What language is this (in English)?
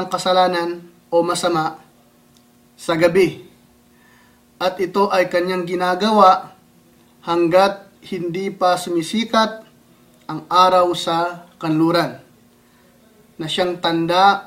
Filipino